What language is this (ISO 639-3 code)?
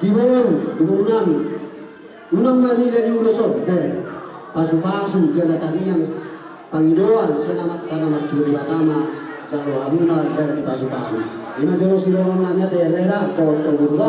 bbc